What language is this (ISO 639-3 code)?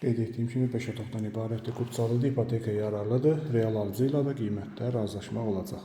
aze